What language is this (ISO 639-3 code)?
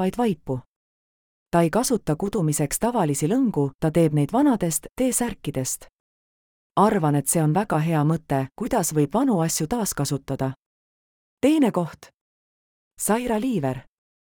est